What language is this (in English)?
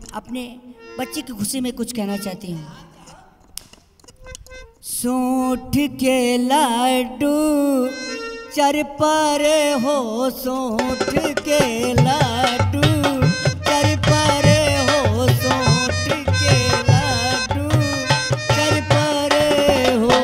Hindi